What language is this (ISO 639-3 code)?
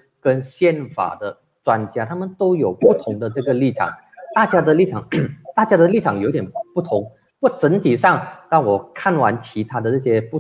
zho